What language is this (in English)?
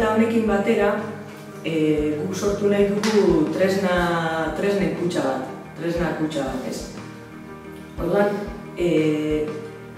Basque